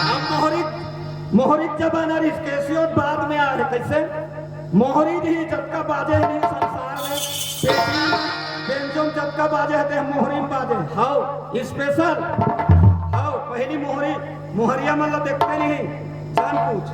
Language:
Chhattisgarhi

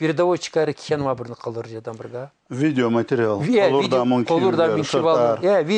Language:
Lezghian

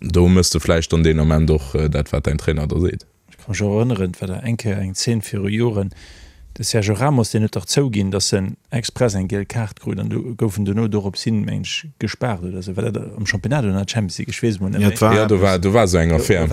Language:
Luxembourgish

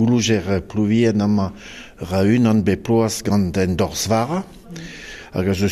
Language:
Breton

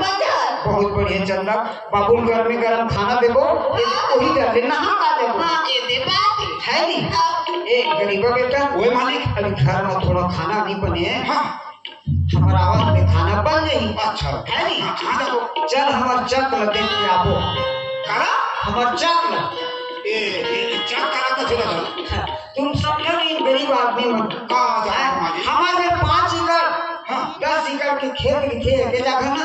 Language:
Chhattisgarhi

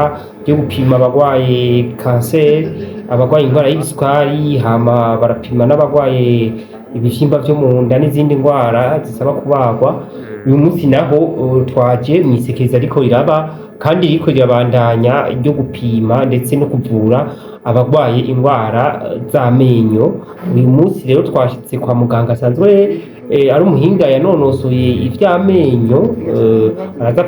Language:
Rundi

